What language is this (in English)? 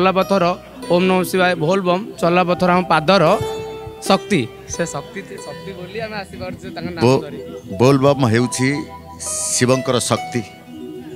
Odia